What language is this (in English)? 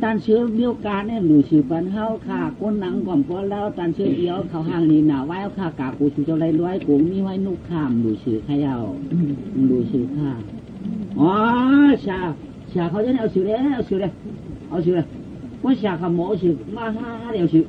Shan